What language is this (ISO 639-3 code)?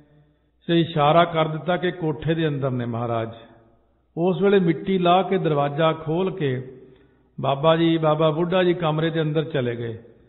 pan